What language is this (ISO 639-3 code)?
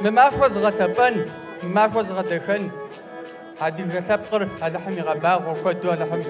kbd